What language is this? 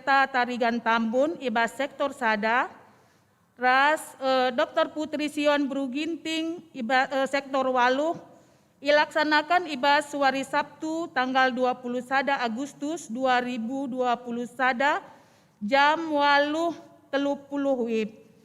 Batak Karo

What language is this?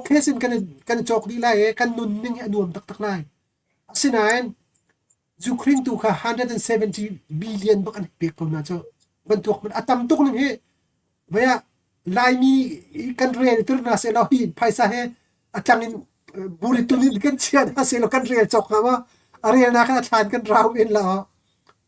Hakha Chin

